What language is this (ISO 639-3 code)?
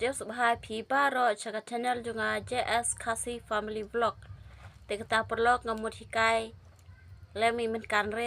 kha